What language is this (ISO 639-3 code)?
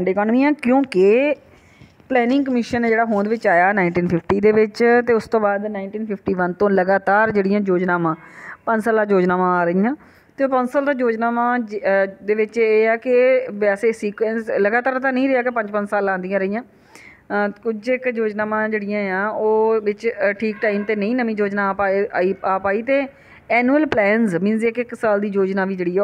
pan